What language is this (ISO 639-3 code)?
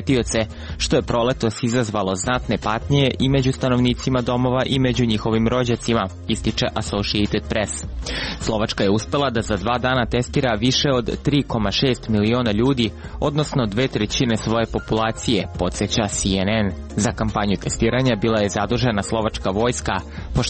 srp